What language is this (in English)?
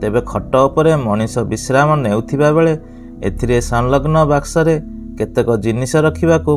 Odia